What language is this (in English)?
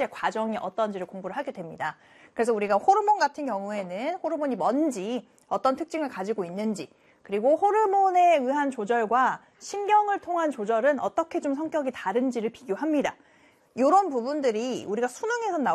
Korean